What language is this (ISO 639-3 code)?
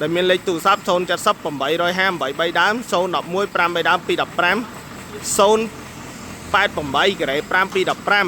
khm